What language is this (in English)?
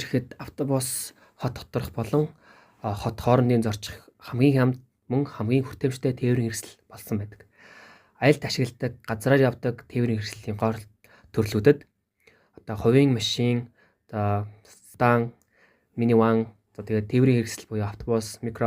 Mongolian